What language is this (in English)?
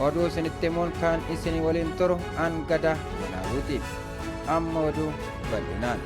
Oromo